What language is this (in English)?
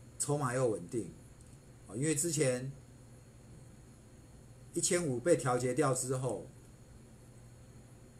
Chinese